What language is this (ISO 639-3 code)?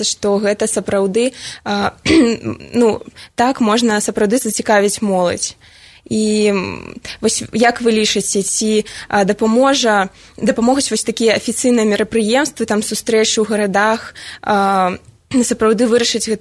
bel